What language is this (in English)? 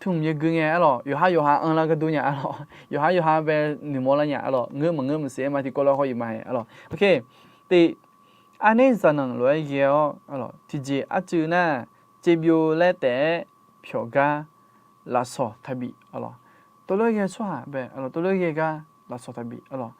Akha